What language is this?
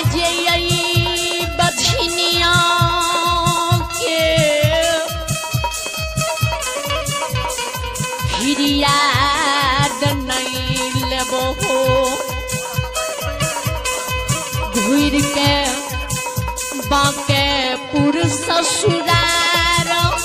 Bhojpuri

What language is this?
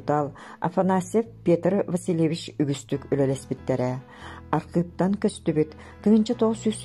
Yakut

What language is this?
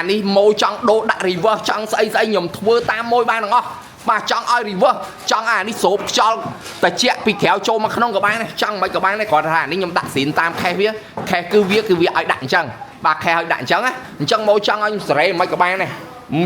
Khmer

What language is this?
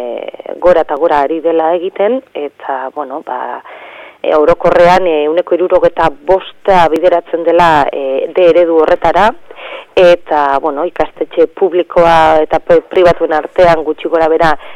Basque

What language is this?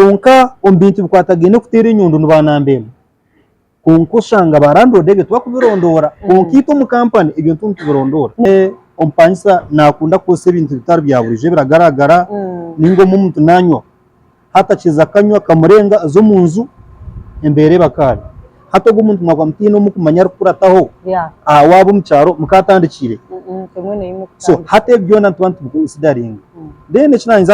Nyankole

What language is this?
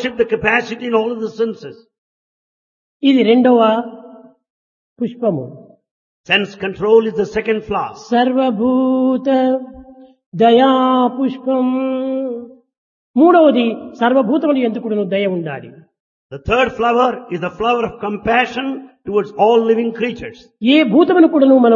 Telugu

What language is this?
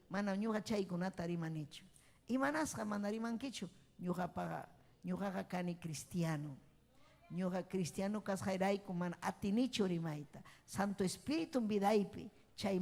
Ayacucho Quechua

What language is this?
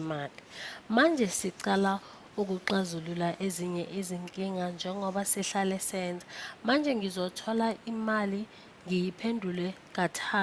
Zulu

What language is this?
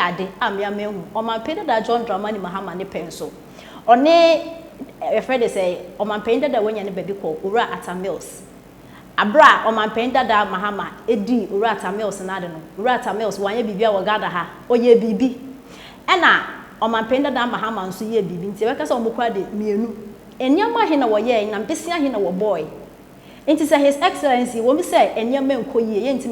Akan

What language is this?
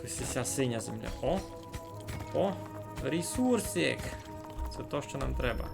Rusyn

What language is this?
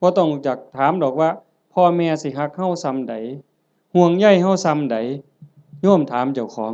Northeastern Thai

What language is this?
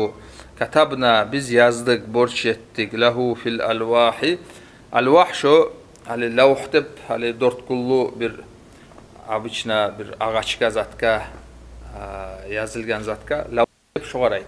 Kumyk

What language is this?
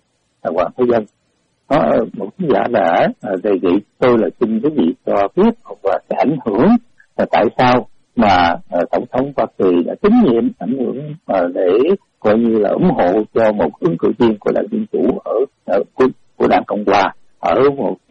Vietnamese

